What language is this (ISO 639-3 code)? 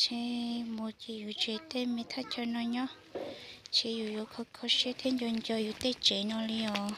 hmn